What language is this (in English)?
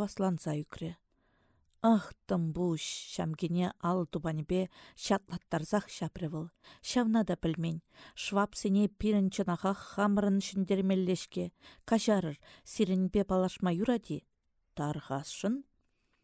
Chuvash